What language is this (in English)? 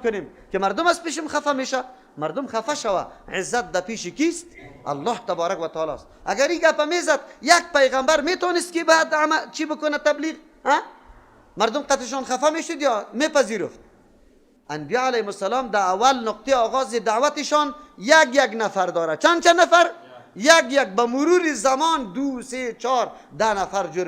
Persian